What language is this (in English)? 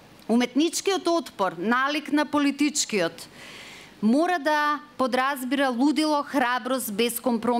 Macedonian